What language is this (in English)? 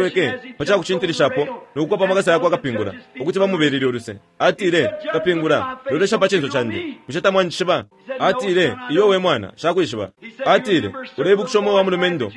Bemba